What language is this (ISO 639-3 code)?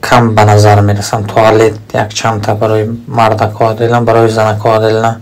tgk